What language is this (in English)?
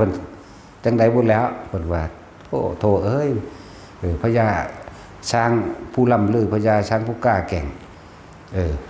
Northeastern Thai